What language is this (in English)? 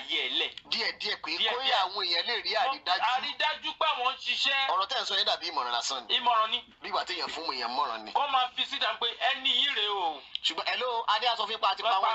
Yoruba